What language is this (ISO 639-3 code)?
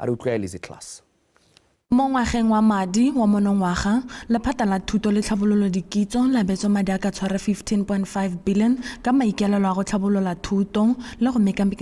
tsn